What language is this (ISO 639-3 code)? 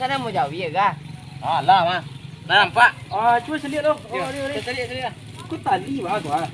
min